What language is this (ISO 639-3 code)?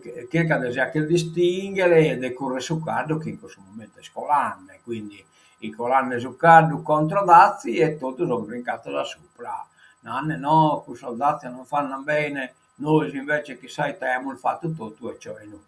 srd